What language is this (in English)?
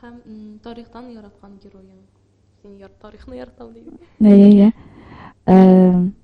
Tatar